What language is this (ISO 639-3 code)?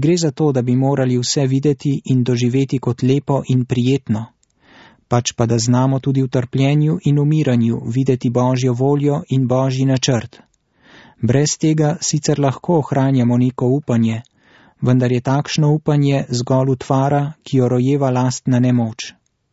slv